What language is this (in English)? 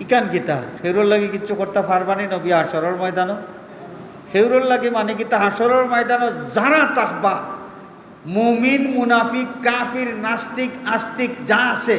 Sylheti